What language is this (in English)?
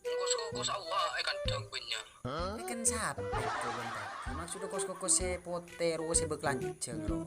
Madurese